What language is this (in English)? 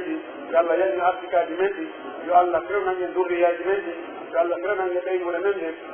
Pular